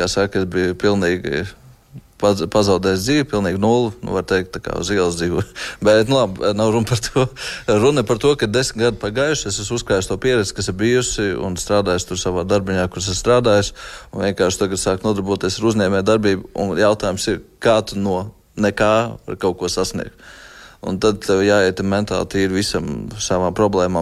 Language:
Latvian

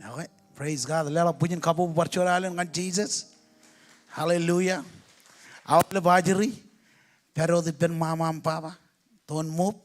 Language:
Marshallese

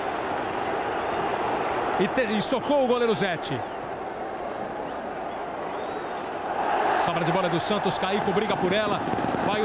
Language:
Portuguese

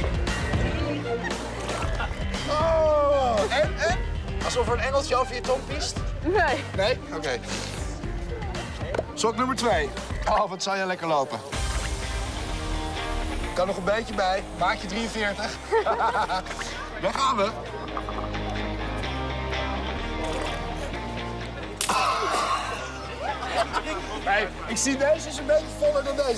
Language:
Dutch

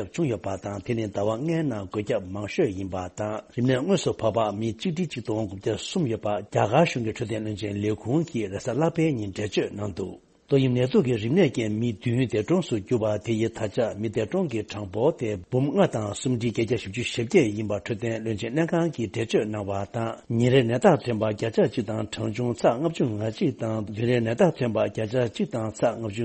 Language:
Tibetan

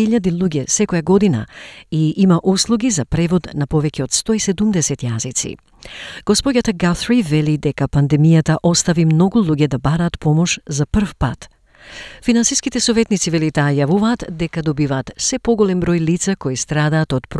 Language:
Macedonian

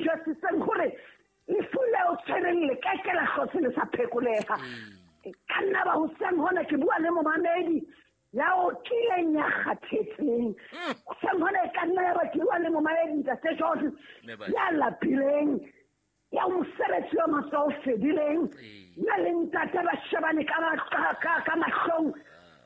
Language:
Southern Sotho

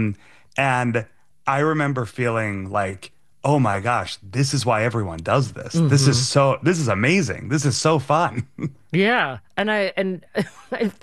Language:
English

